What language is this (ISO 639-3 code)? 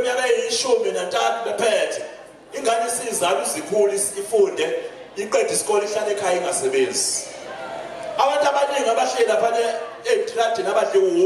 zul